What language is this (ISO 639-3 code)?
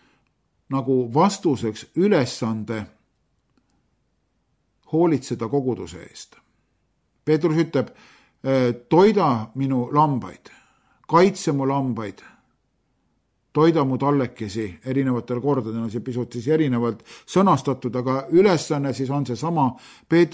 est